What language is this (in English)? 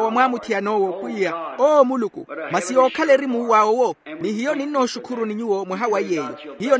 Makhuwa